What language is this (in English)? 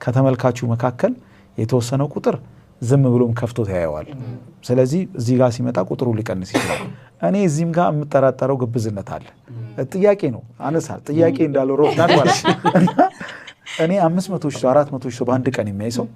Amharic